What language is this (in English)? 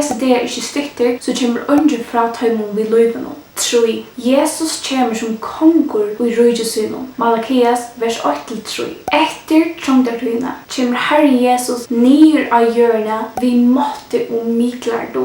Faroese